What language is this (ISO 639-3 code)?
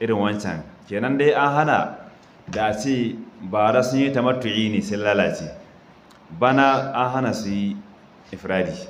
hau